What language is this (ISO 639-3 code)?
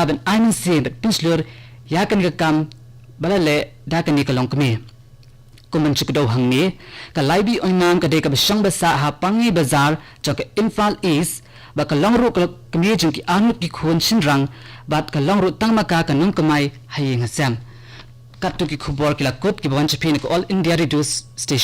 kha